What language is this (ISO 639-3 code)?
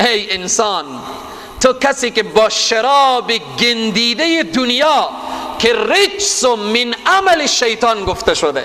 fas